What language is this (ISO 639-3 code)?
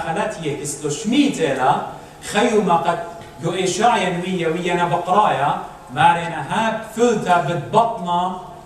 aii